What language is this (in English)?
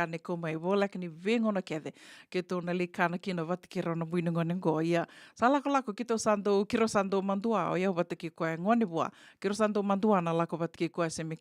Fijian